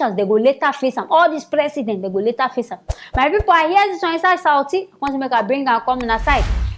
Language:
Nigerian Pidgin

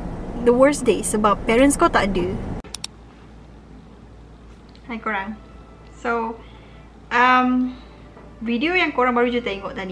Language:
Malay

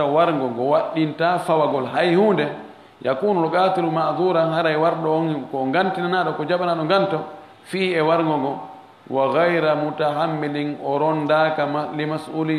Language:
Fula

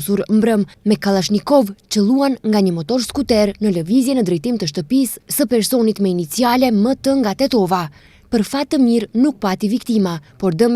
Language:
Albanian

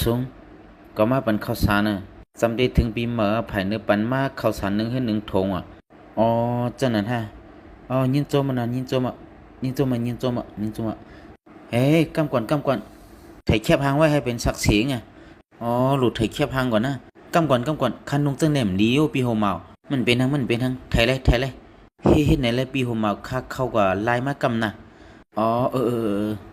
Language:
Shan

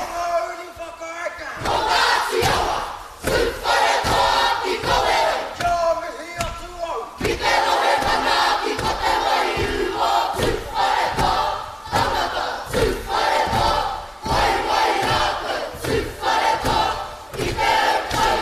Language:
Māori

